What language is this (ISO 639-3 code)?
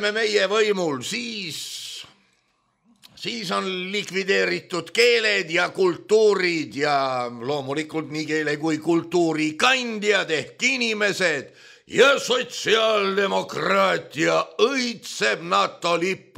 est